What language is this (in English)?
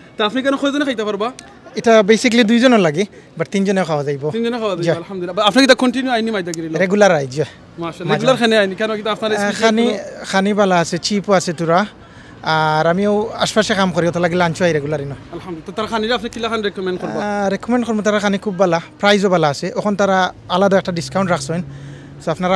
Sylheti